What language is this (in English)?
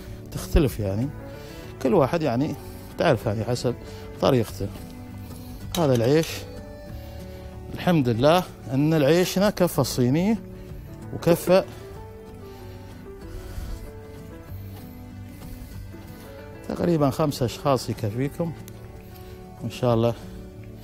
Gulf Arabic